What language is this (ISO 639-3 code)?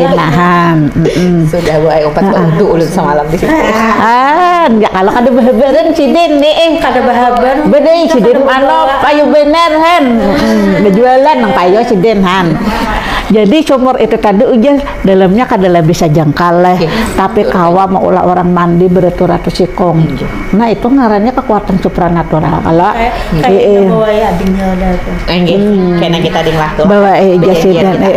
bjn